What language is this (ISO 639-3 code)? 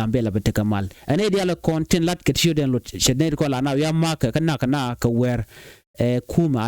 nus